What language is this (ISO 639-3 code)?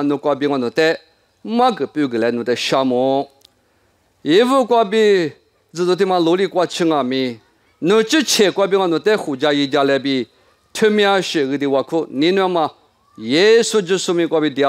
lis